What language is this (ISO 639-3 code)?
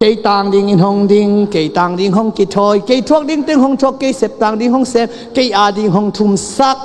ctd